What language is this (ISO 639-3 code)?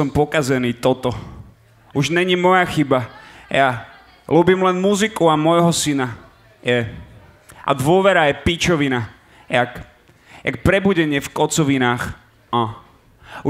slk